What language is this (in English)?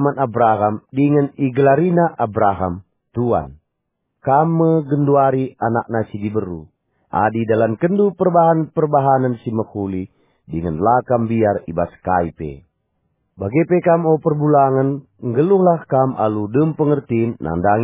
Batak Karo